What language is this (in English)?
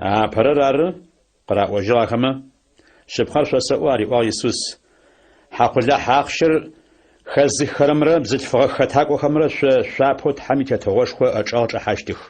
Adyghe